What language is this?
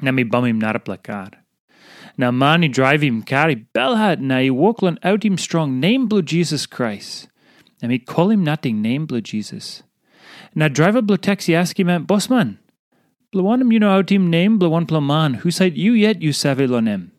Tok Pisin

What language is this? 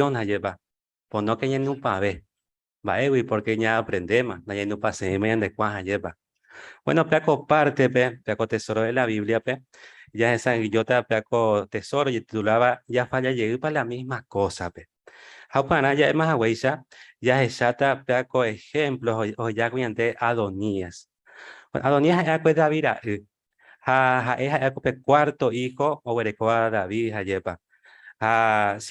Guarani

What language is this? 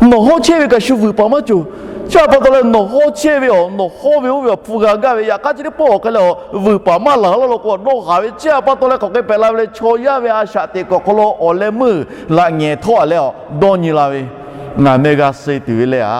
Lahu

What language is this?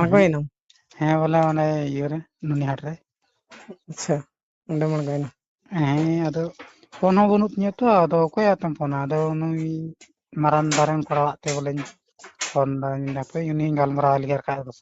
Santali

